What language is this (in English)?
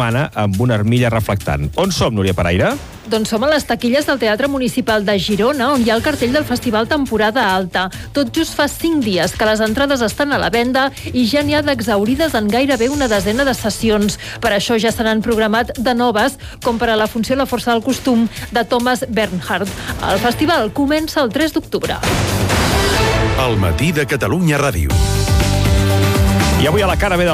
Catalan